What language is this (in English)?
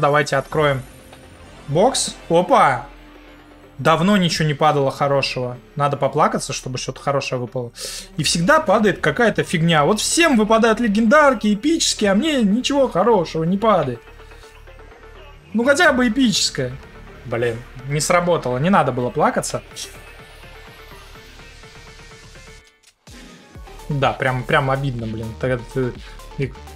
Russian